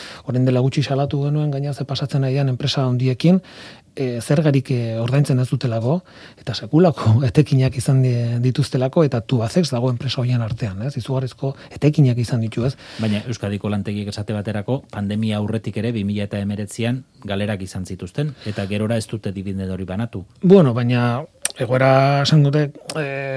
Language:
Basque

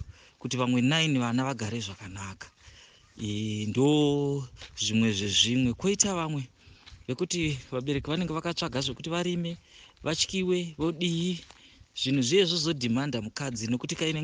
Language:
Shona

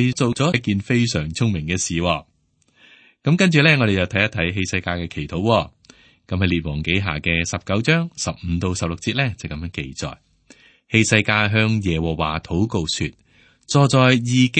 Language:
Cantonese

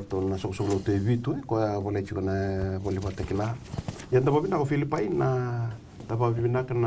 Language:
Fijian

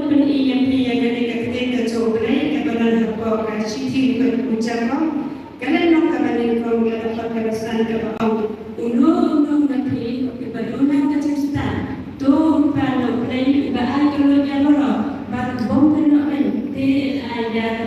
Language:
Khasi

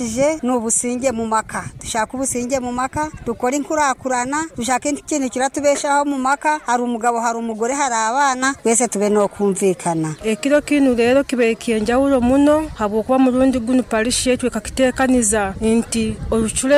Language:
Nyoro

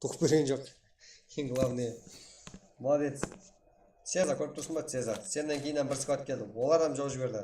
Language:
Kara-Kalpak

